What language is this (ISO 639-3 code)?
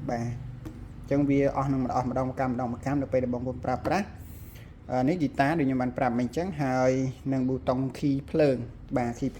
khm